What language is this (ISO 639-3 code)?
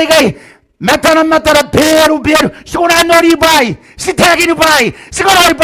gil